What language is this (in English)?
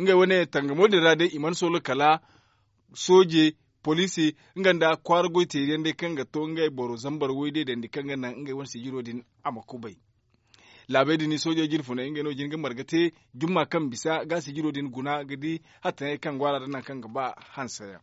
Zarma